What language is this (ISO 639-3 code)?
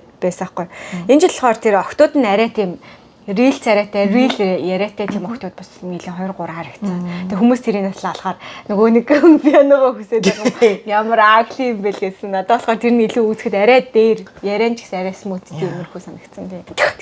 mon